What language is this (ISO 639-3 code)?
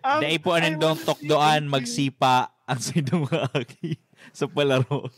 bik